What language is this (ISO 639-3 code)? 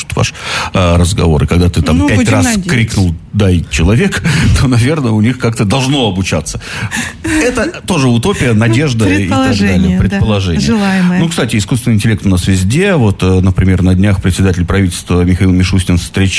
rus